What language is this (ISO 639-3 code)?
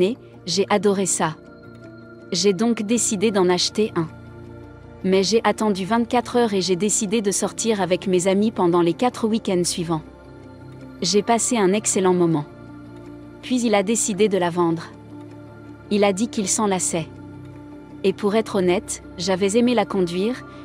fra